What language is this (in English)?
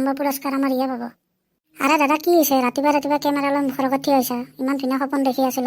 Assamese